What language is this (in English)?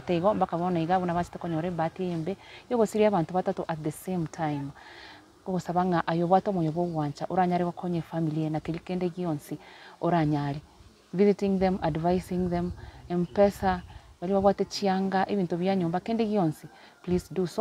Gusii